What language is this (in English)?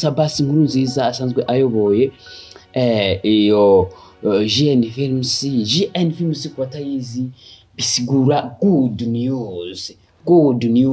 Rundi